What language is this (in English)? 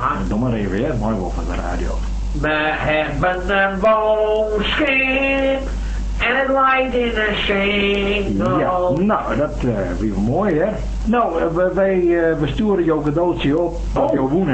Western Frisian